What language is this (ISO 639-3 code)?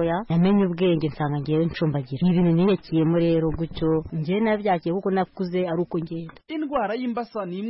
kin